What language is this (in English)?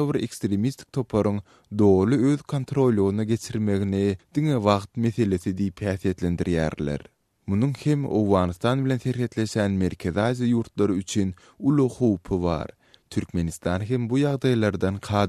Turkmen